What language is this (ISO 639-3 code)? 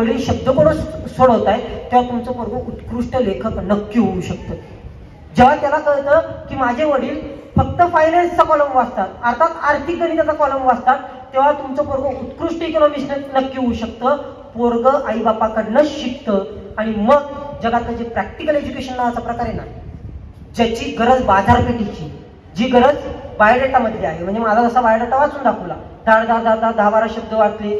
mar